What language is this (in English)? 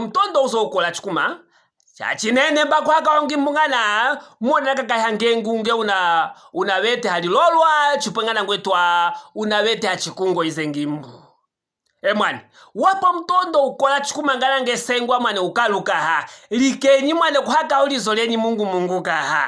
Luvale